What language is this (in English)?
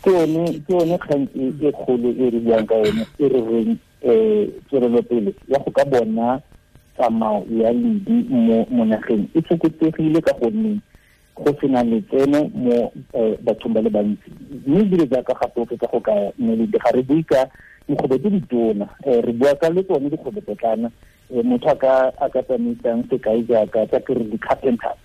Tswana